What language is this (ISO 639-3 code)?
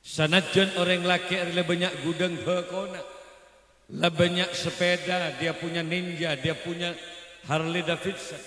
mad